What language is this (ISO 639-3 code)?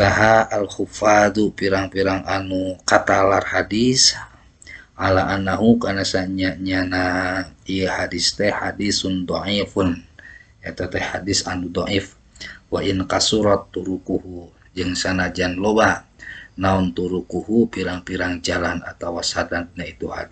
sun